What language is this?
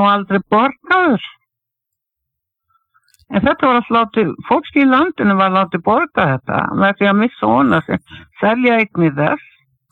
Icelandic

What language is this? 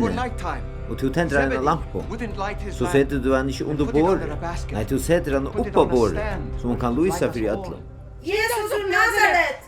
Faroese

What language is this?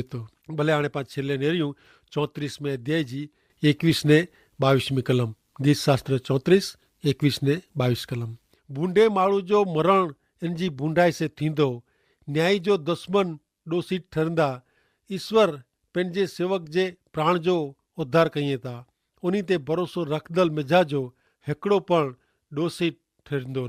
Kachhi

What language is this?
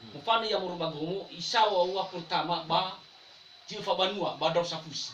Nias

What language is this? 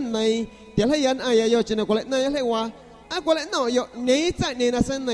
San Pedro Amuzgos Amuzgo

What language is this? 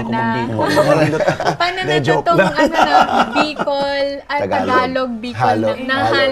Bikol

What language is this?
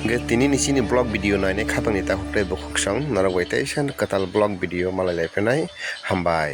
Kok Borok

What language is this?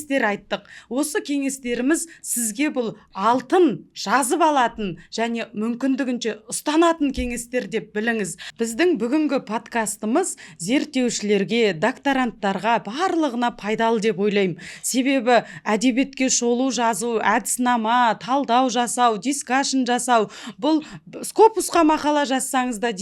Kazakh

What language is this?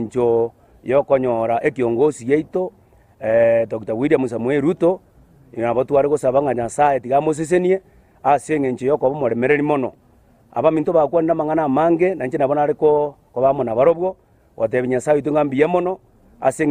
Gusii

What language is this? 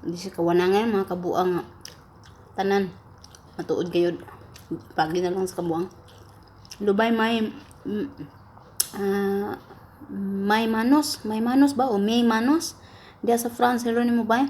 Cebuano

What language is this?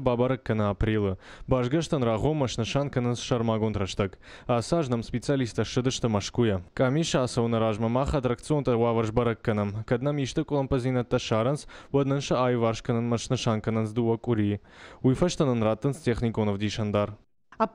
Ossetic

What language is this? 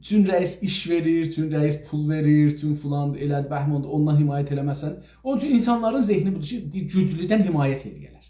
South Azerbaijani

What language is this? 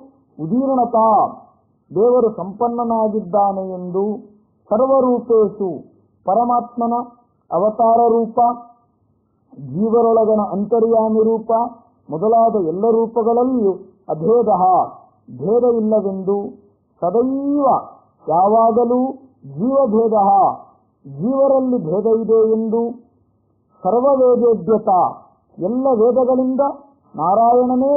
Kannada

